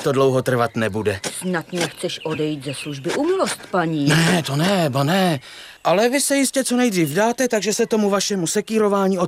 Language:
Czech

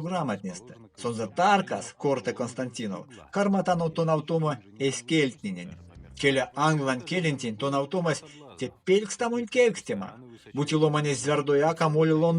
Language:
Erzya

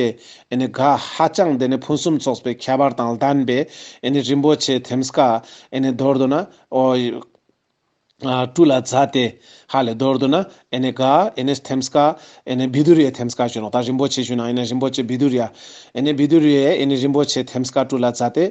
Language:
Ladakhi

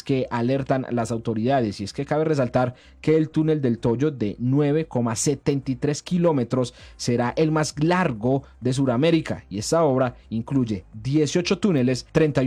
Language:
Spanish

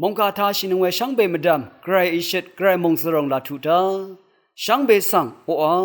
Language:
Rawang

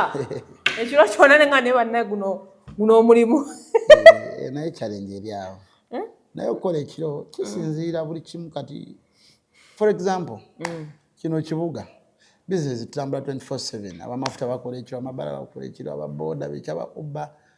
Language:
Ganda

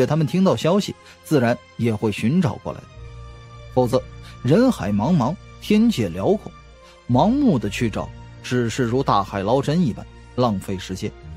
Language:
Chinese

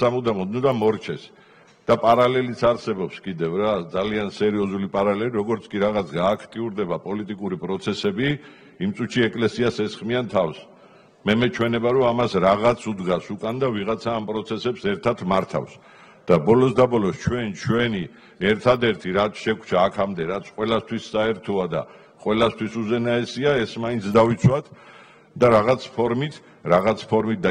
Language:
Georgian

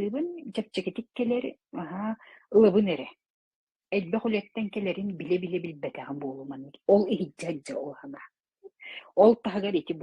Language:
Yakut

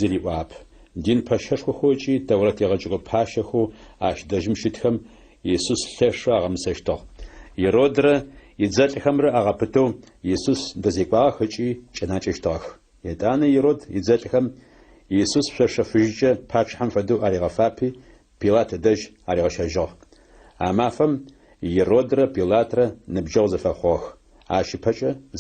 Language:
Adyghe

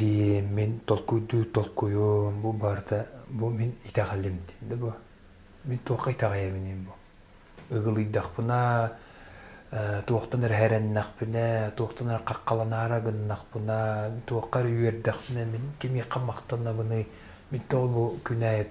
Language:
Yakut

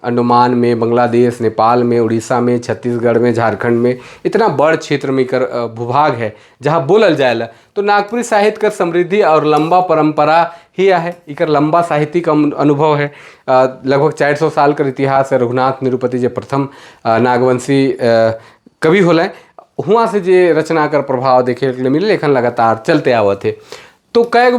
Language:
Sadri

